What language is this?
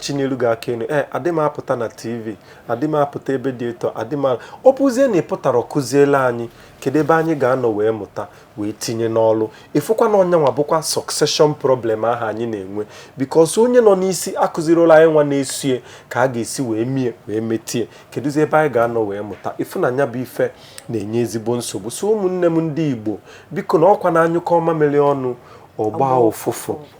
Igbo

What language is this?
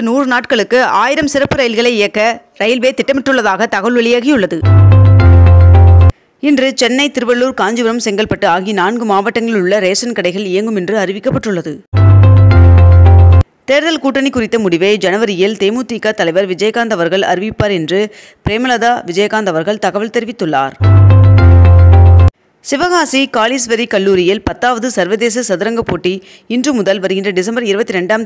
Tamil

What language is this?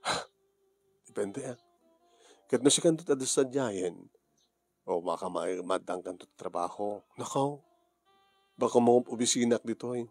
Iloko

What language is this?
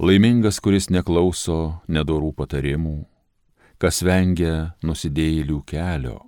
Lithuanian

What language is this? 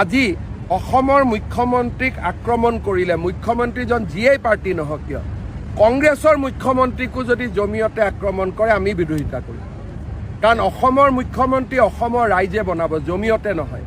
Assamese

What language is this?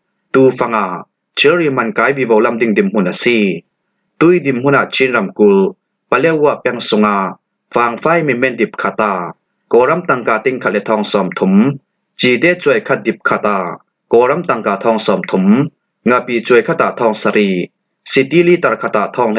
Falam Chin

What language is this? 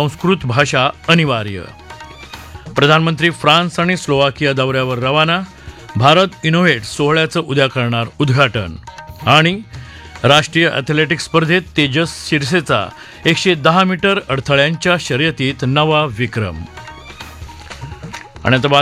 Marathi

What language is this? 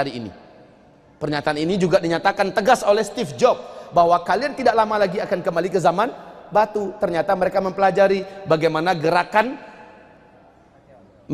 Indonesian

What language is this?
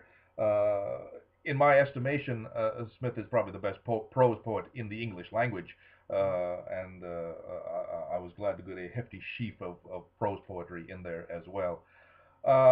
English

